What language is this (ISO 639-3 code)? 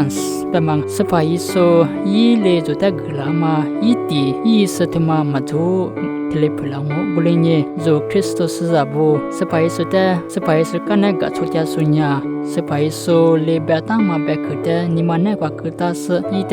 lis